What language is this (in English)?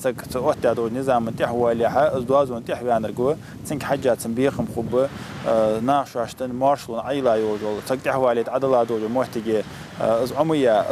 Ingush